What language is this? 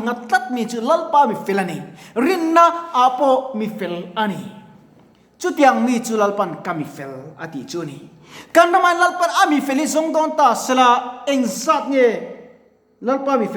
Mizo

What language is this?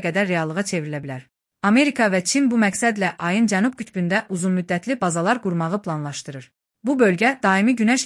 Azerbaijani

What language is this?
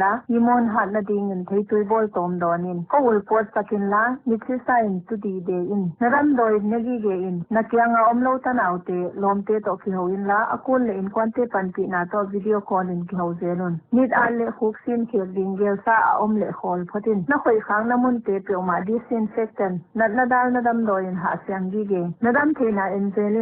Paite Chin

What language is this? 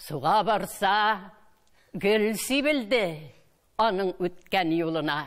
Tatar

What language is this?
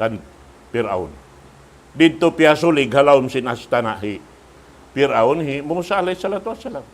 Tausug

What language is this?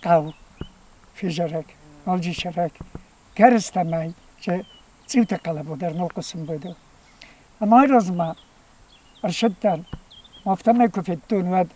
Ossetic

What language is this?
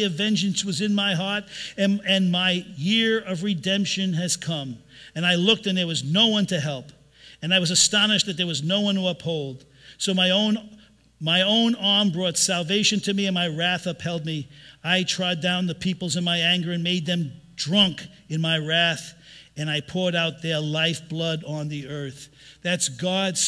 English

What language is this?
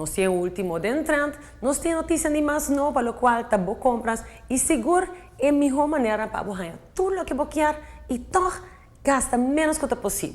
Papiamento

